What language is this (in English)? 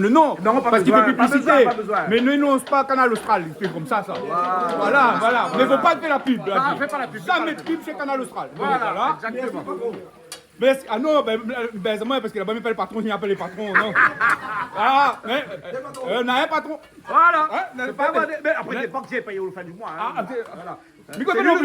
Réunion Creole French